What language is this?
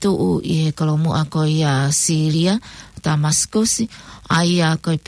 Tongan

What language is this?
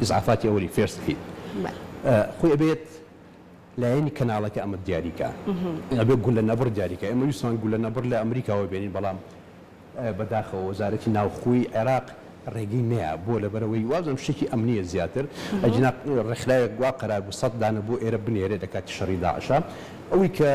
Central Kurdish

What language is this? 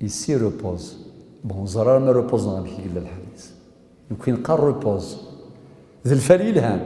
Kabyle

